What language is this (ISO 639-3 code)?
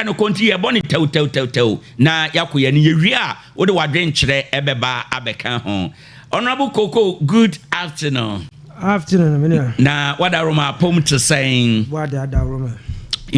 aka